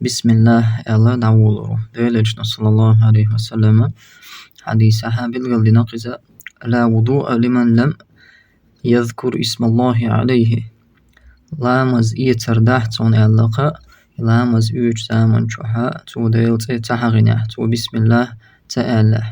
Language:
Chechen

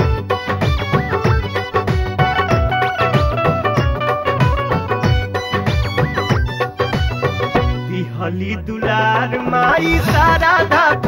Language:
Bhojpuri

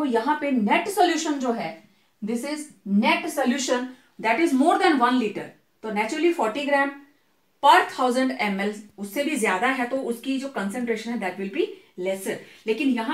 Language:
Hindi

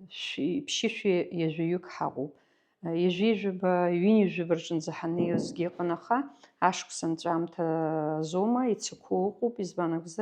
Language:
Abkhazian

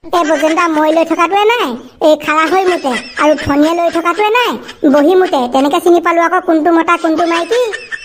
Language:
Assamese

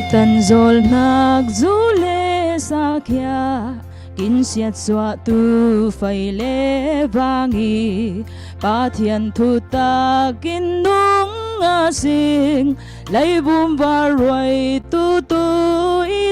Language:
Falam Chin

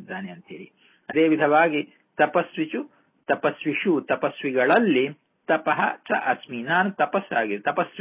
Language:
Kannada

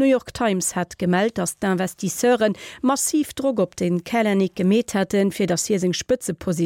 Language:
Luxembourgish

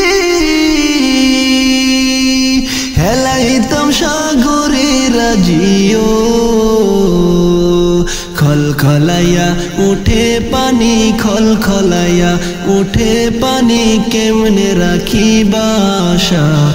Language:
Bangla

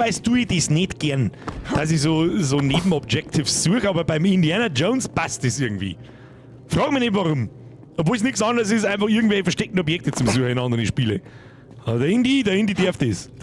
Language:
Bavarian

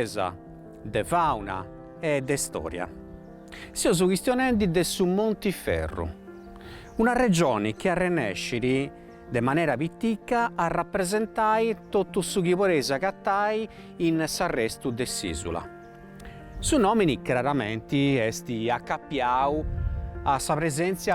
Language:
Sardinian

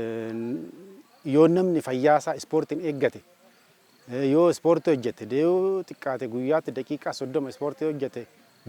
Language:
Oromo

